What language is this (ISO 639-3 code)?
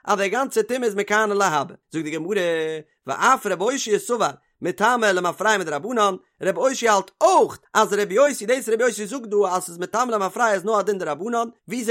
yid